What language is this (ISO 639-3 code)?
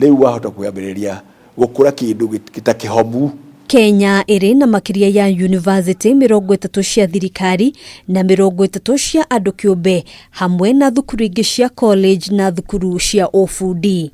kik